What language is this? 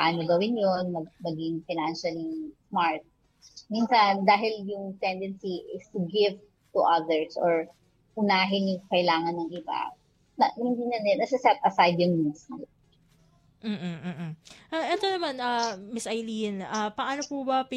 Filipino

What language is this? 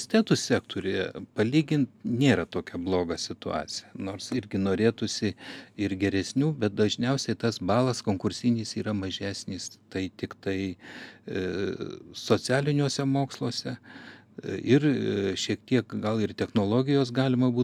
Lithuanian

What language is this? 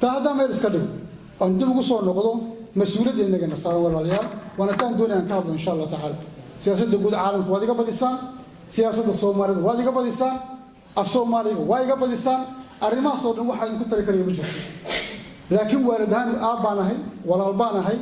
Somali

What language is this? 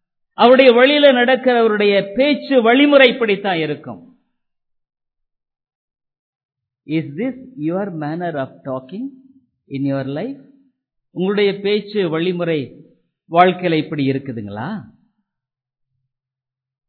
Tamil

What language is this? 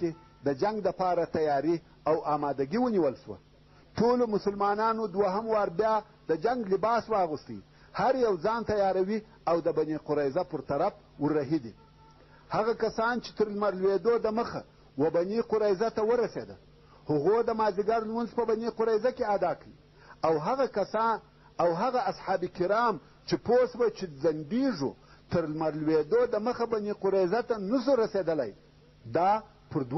Pashto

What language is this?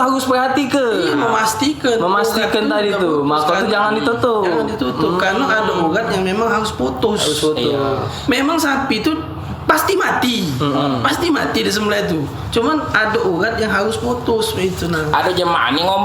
Musi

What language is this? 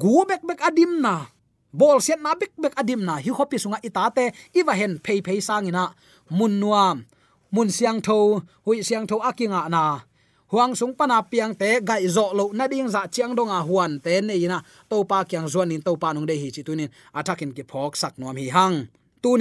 Tedim Chin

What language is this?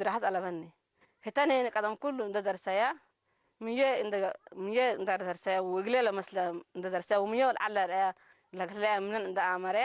Tigre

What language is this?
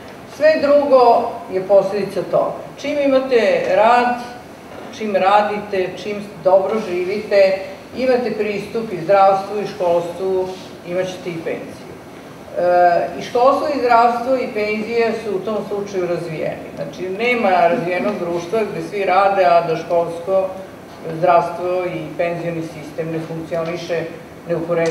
Serbian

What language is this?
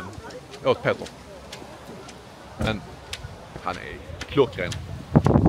Swedish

